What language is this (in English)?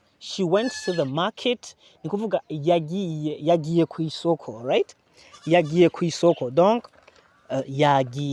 Rundi